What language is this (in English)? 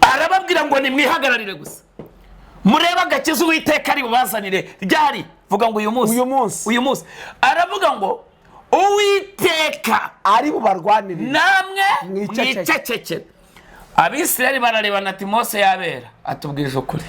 Kinyarwanda